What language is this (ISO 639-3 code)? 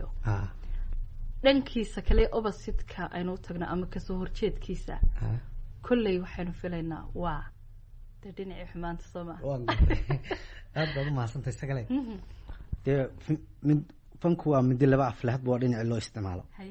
som